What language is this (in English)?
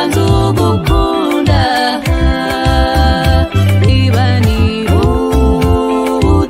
Kinyarwanda